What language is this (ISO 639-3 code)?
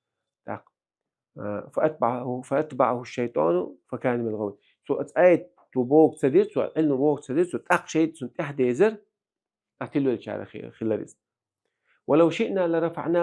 che